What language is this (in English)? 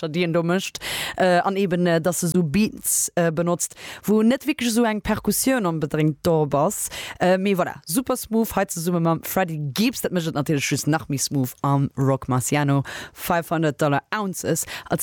Luxembourgish